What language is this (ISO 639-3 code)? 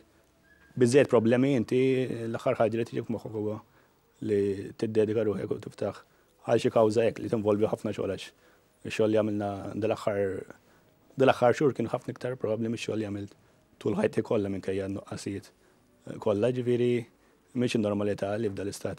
mlt